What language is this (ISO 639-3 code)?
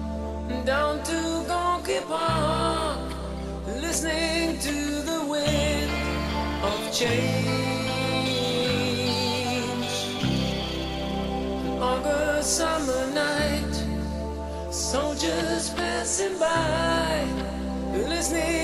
fil